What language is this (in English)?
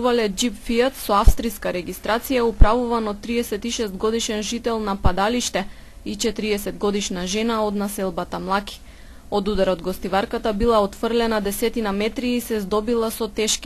Macedonian